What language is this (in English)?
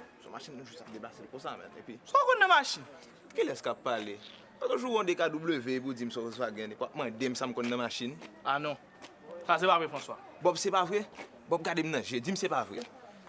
Haitian Creole